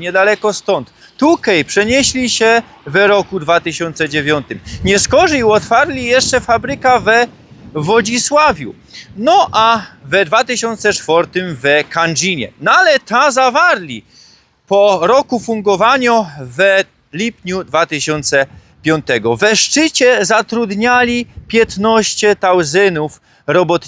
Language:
Silesian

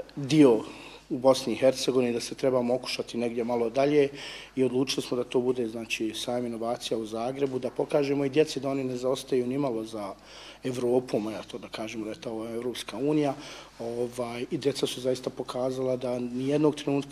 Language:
Bosnian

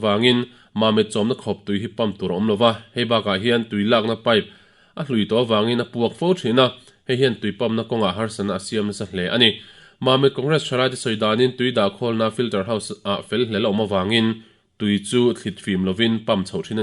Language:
Mizo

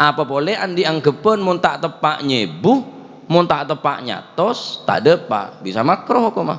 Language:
Madurese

